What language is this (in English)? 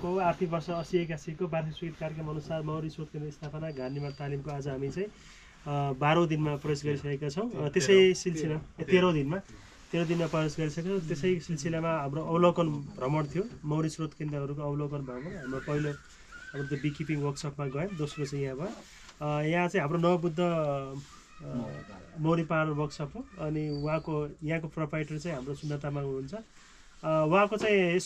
Nepali